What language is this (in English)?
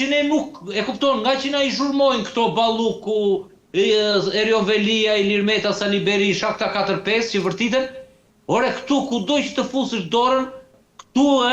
Albanian